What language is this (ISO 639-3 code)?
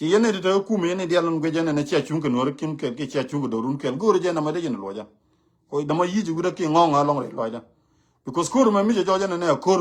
nus